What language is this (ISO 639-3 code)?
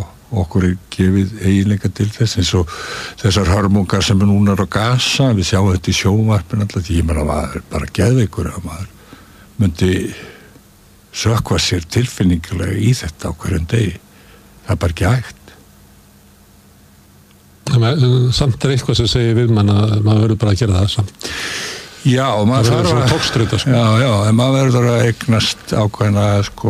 isl